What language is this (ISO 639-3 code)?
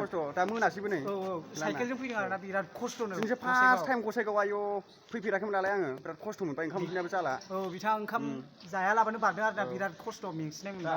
brx